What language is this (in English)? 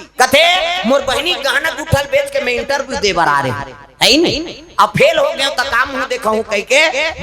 Chhattisgarhi